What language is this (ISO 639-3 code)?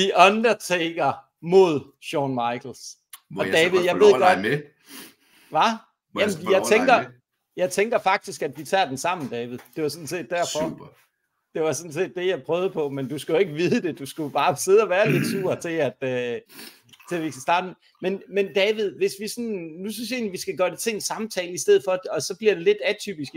dan